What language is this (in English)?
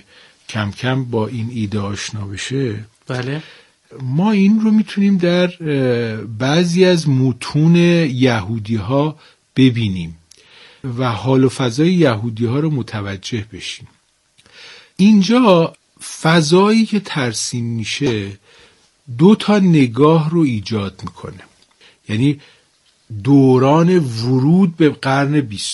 Persian